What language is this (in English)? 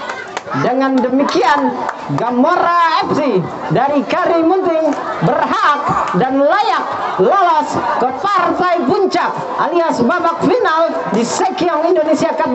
Indonesian